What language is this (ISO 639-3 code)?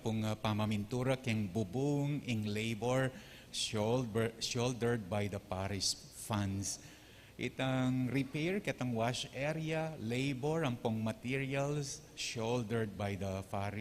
pam